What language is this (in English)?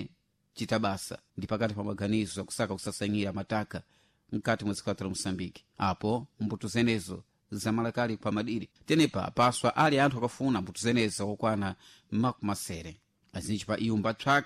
Sena